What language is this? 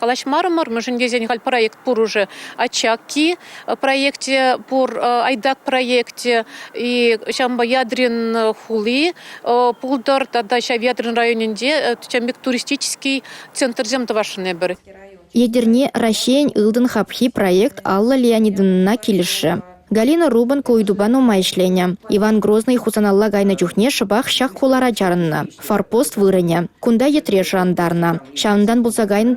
Chuvash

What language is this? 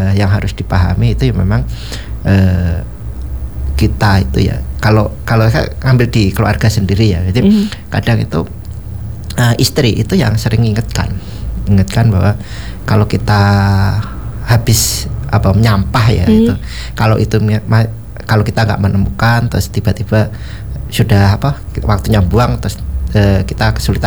Indonesian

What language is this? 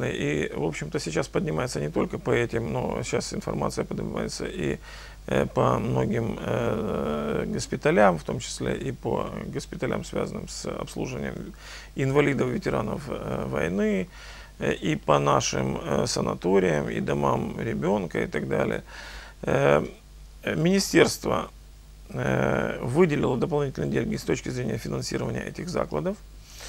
Russian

